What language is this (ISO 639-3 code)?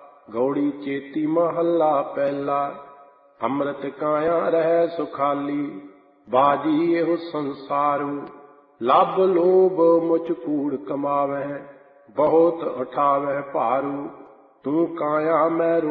pan